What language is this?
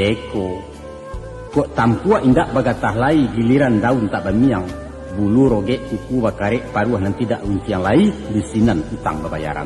Minangkabau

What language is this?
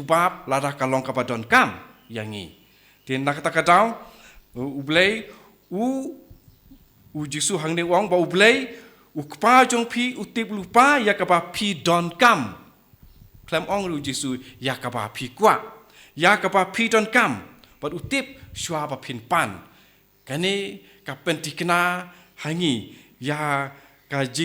Khasi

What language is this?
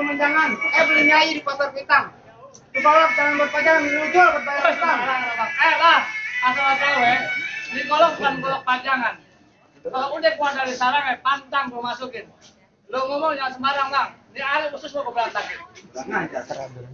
Betawi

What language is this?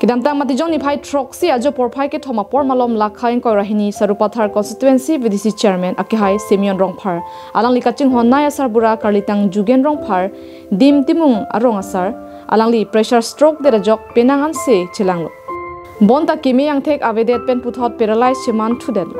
Karbi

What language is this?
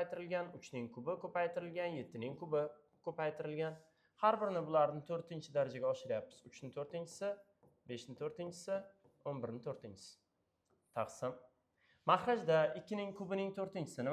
Uzbek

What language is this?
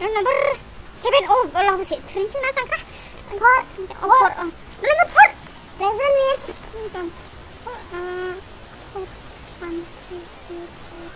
Dimasa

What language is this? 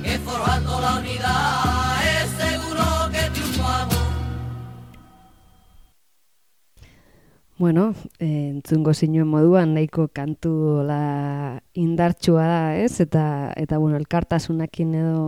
Basque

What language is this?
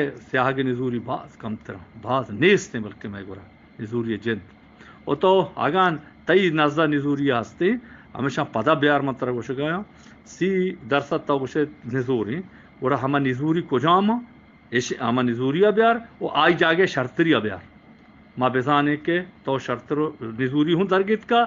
Eastern Balochi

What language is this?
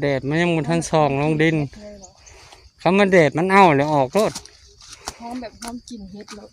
Northeastern Thai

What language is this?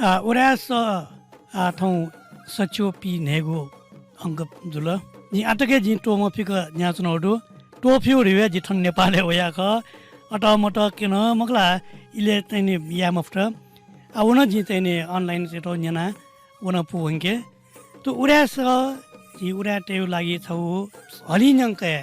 Newari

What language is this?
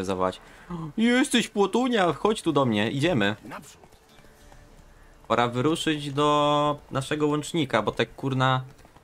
Polish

